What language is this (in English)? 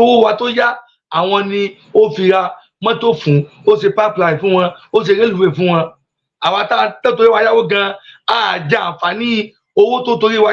Yoruba